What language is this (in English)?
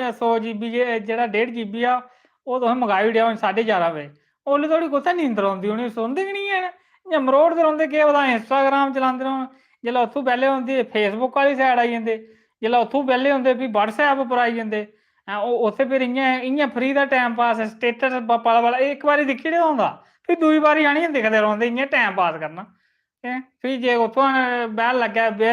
Dogri